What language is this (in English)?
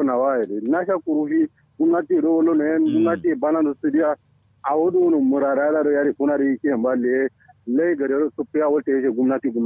Kanuri